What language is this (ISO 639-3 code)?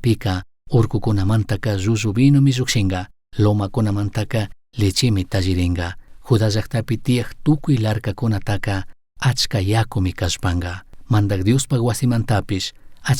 qug